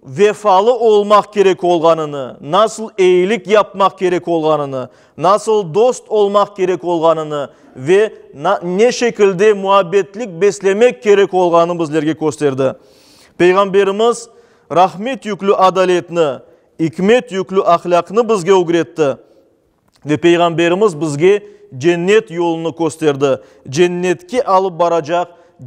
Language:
Crimean Tatar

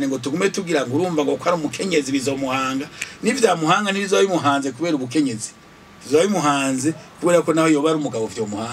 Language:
Rundi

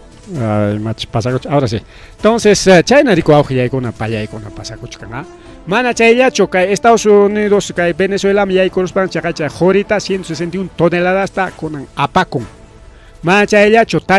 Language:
Ayacucho Quechua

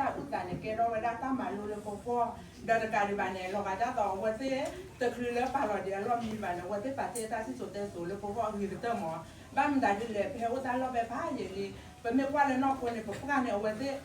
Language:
S'gaw Karen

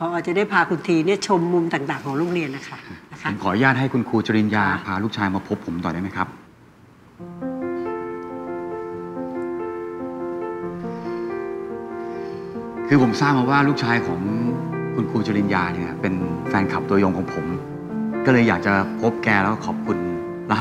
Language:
Thai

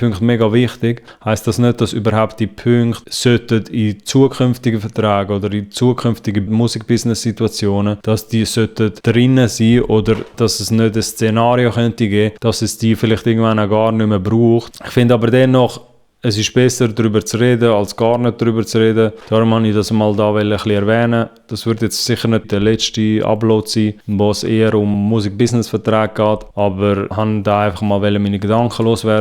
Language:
Swiss German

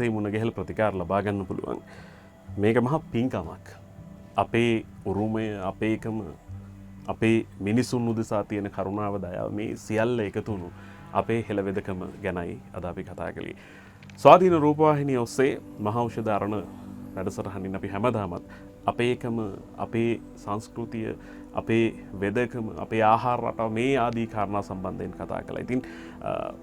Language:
Sinhala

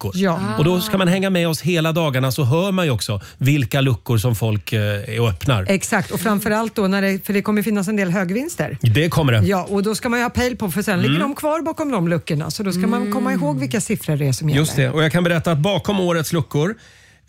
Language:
Swedish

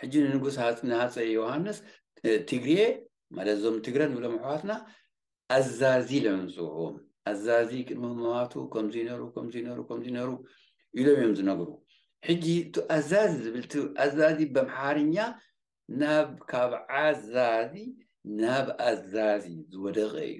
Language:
Tigrinya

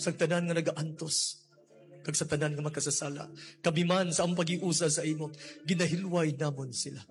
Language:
Hiligaynon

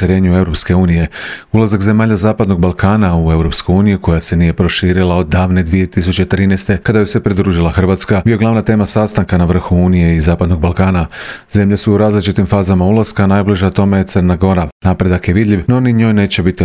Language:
Croatian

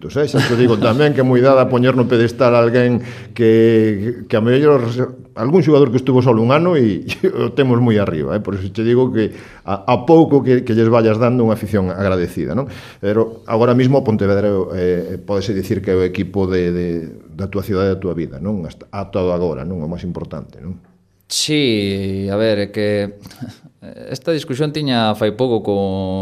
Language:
Galician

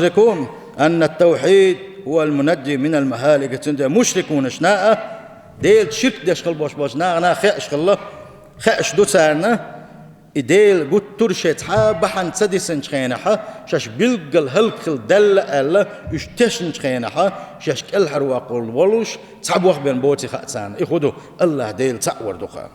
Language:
Chechen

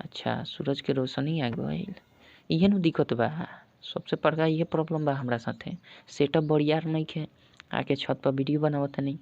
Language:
Bhojpuri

